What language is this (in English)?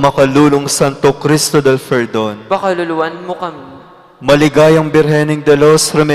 Pampanga